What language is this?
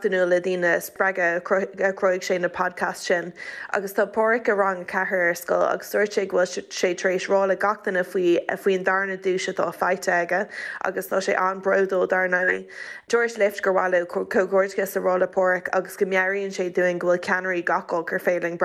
Irish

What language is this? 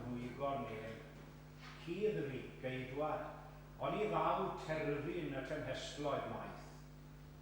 Welsh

